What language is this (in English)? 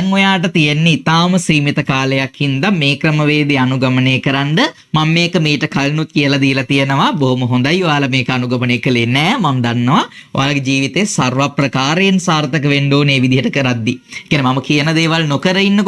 Sinhala